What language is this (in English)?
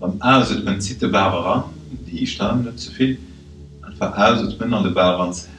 Luxembourgish